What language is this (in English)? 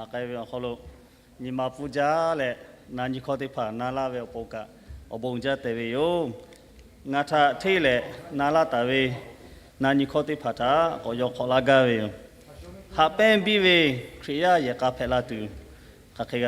Lahu